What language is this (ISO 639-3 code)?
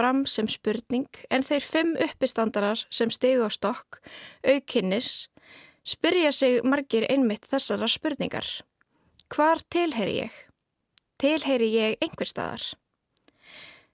isl